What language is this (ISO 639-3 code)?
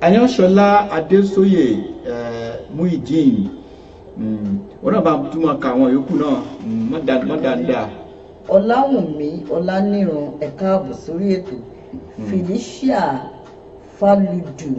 yor